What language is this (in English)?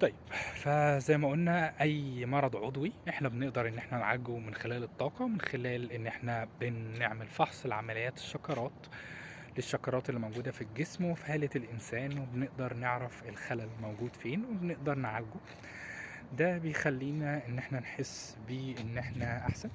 Egyptian Arabic